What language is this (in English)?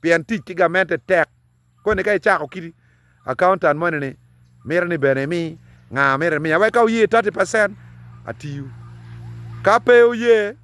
Acoli